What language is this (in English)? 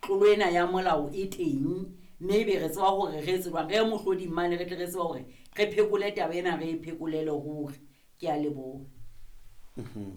Southern Sotho